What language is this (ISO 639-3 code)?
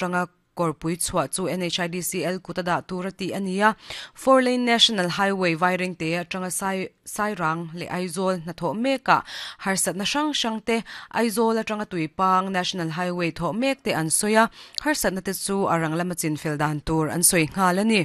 lus